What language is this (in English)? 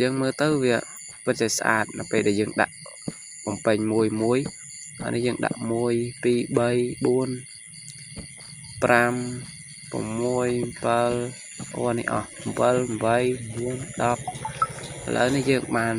Khmer